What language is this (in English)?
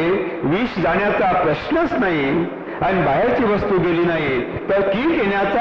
Marathi